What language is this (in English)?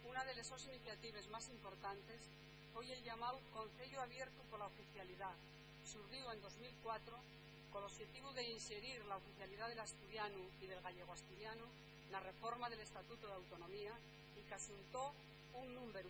Asturian